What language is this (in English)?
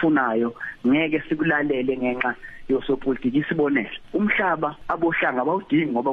Zulu